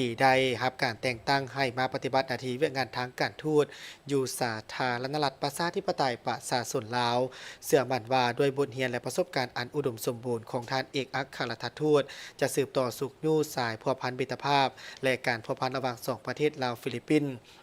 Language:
Lao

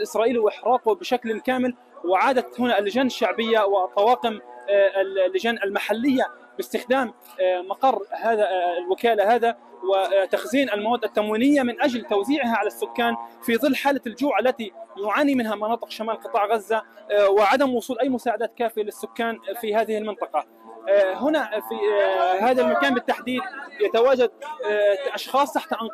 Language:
Arabic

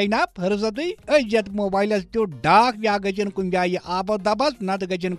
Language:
Kashmiri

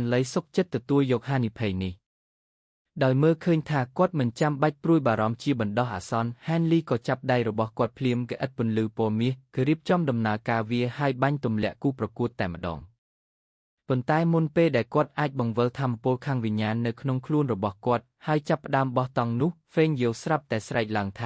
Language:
Khmer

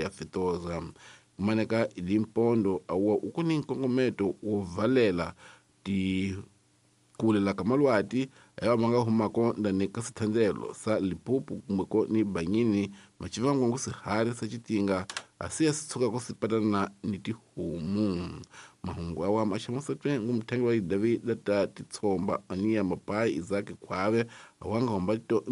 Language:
Tsonga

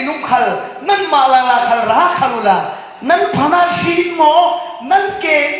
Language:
Falam Chin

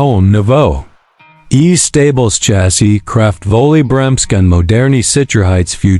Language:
Swiss German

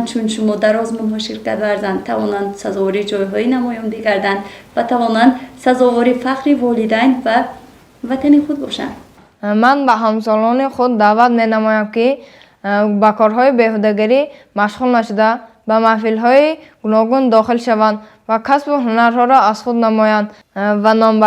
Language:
Tajik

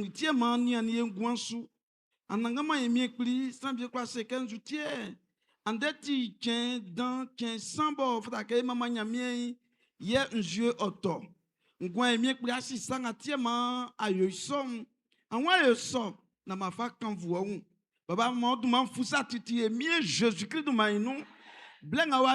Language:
Baoulé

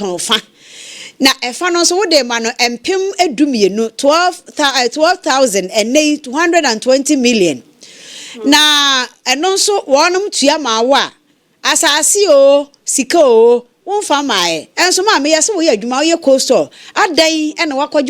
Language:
Akan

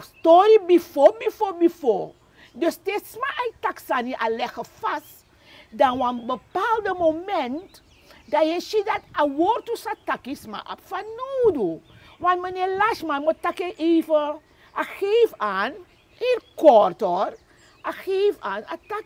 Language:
Sranan Tongo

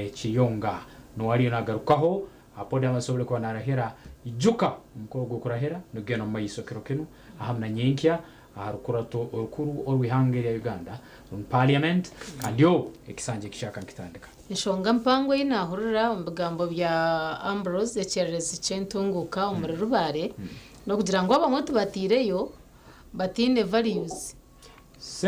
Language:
Nyankole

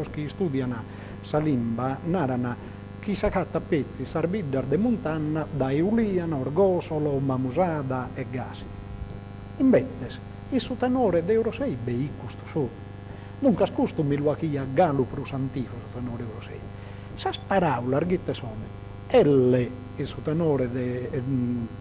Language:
Sardinian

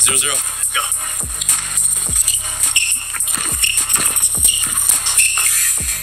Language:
English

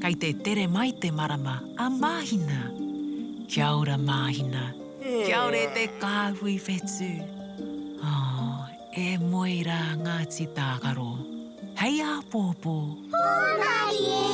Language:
Māori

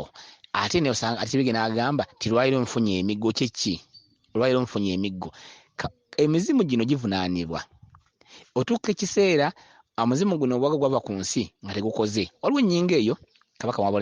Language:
Ganda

